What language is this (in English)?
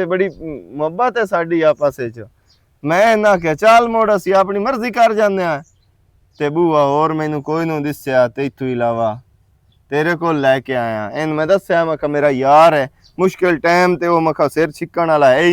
Western Panjabi